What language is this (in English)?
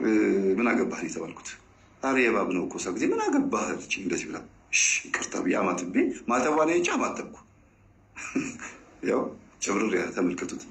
Amharic